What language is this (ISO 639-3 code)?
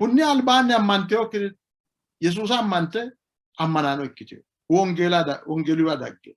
sid